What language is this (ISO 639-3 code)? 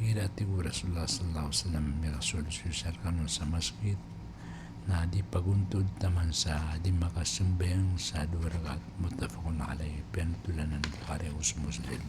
mrw